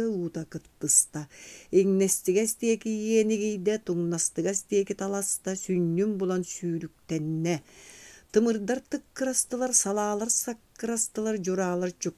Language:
Yakut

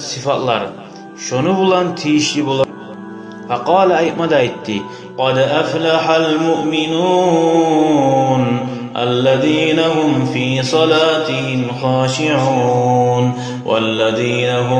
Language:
Kumyk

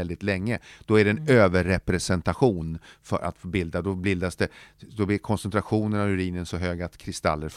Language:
Swedish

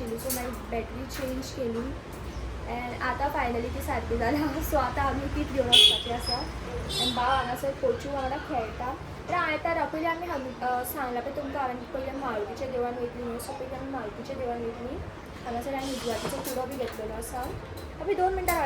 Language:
Konkani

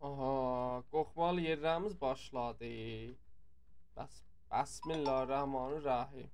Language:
South Azerbaijani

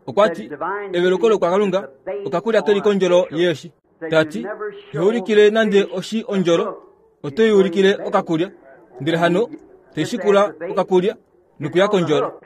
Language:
Kuanyama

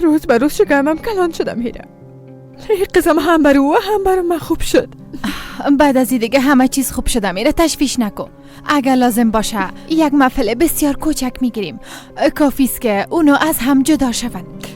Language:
Persian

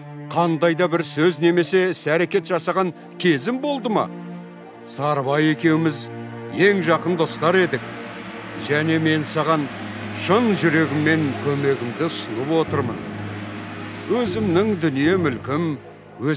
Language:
Kazakh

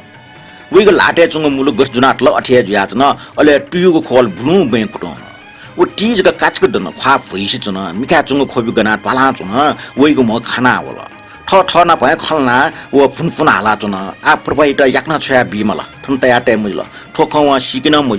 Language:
Newari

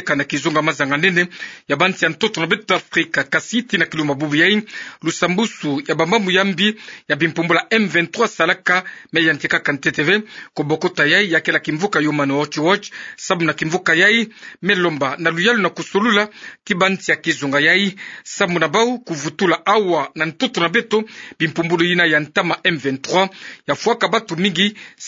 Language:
Kituba (Democratic Republic of Congo)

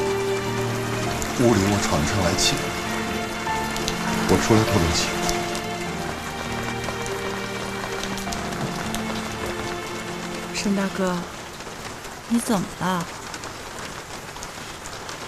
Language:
Chinese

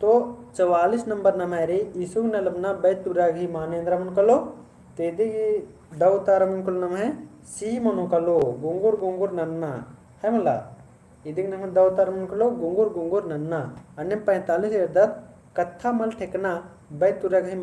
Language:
Kurukh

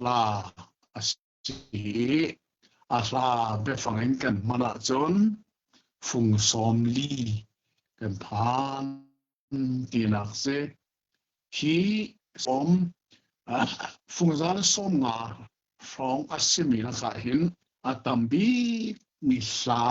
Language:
Hakha Chin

